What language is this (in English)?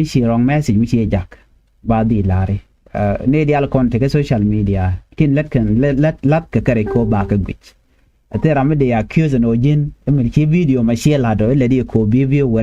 Nuer